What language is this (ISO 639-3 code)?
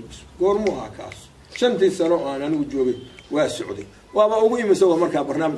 som